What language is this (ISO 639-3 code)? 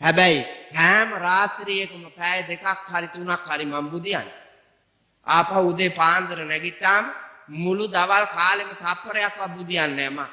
sin